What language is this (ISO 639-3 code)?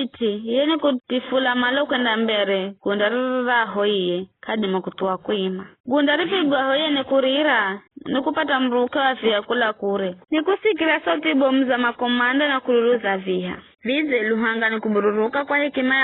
nyf